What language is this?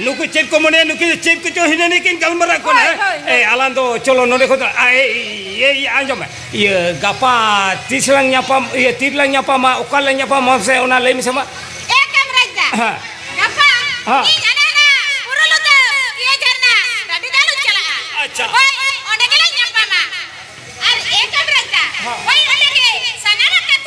Santali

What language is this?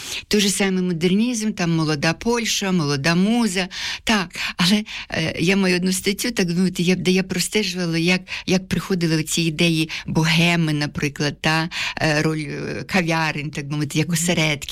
Ukrainian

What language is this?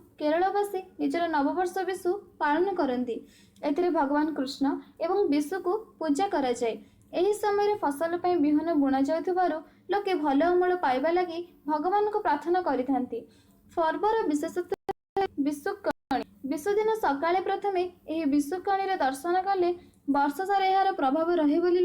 Odia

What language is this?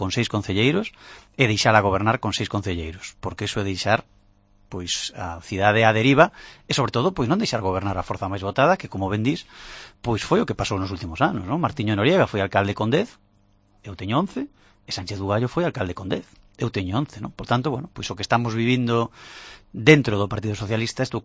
Galician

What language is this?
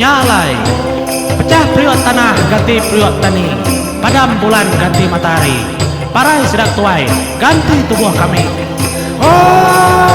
Iban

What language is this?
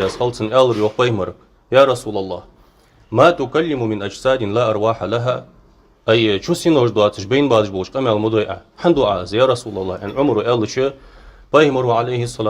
Ingush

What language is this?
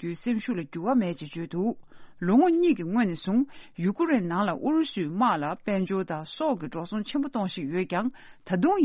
Tibetan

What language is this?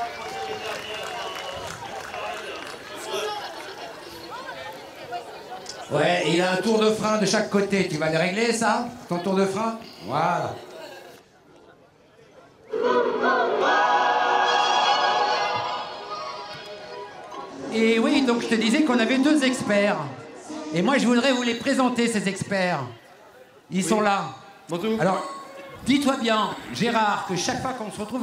French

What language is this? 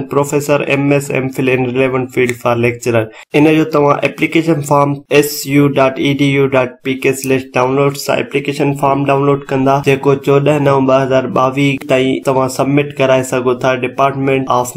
Sindhi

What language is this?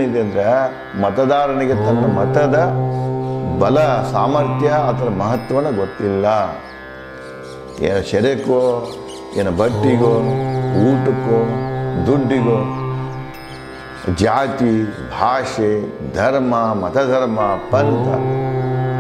Kannada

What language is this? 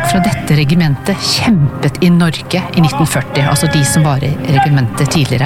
Norwegian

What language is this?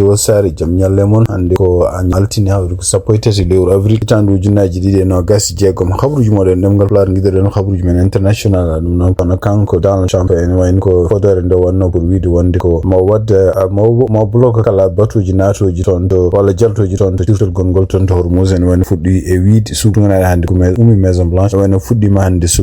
Fula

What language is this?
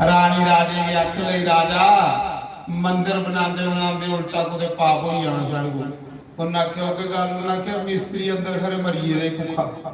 Dogri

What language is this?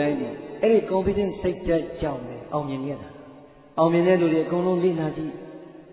Burmese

